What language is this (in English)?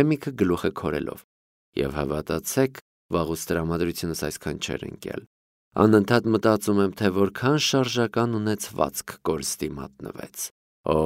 Armenian